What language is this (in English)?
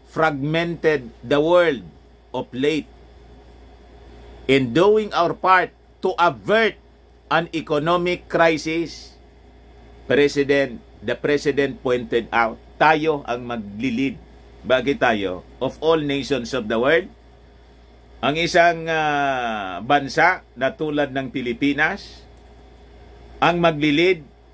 Filipino